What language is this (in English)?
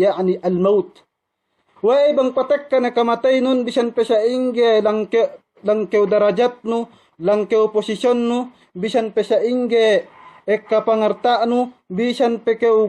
Yakan